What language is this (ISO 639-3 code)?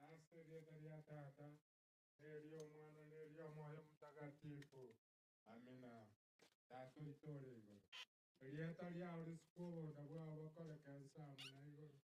guz